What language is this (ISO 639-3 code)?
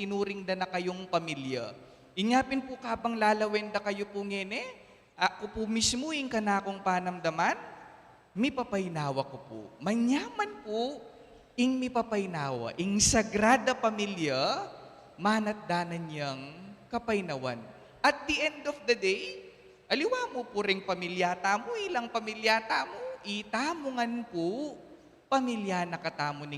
pam